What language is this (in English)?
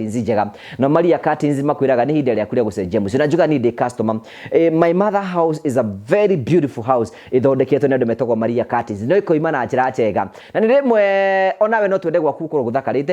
Kikuyu